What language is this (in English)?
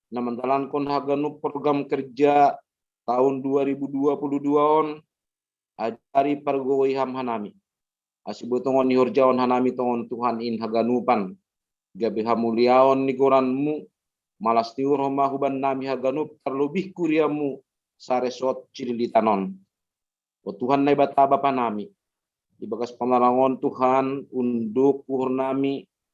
Batak Simalungun